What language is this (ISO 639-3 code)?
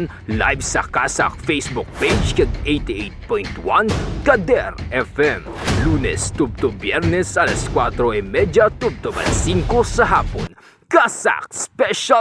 hil